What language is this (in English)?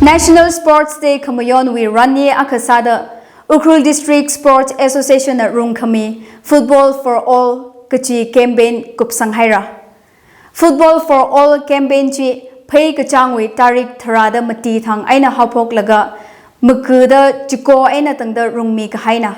Tangkhul Naga (India)